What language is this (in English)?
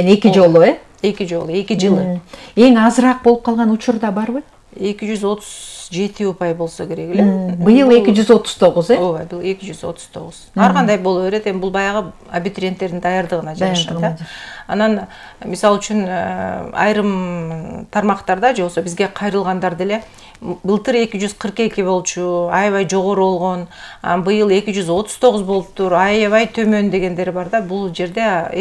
Kyrgyz